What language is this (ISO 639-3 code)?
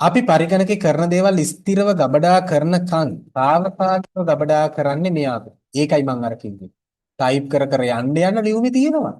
sin